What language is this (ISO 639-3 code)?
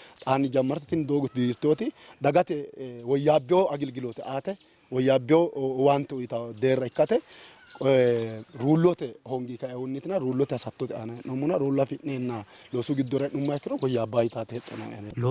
sid